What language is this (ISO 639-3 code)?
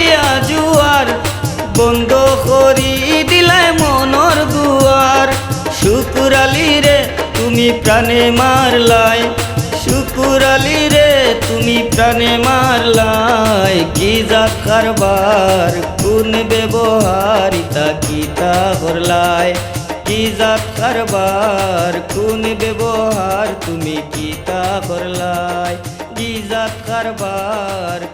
syl